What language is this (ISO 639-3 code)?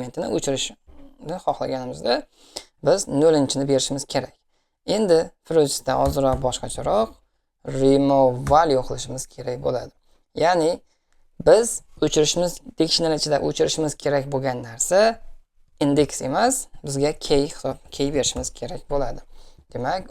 uzb